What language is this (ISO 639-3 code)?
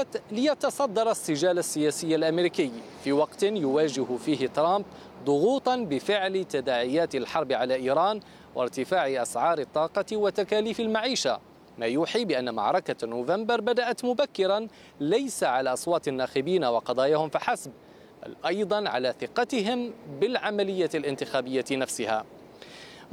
ara